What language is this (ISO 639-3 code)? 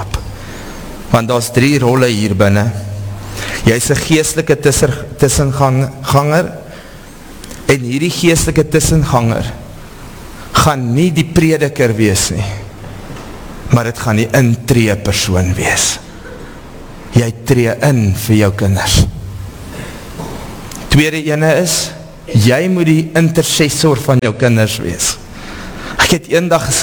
afr